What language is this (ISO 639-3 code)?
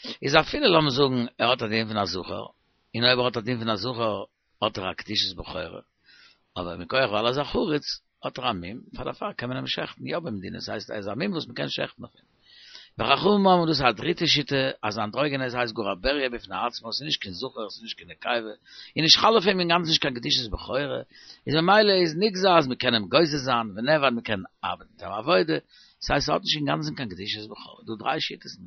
yid